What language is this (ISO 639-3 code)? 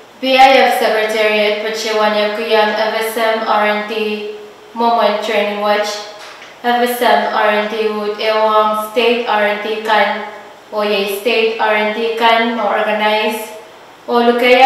pon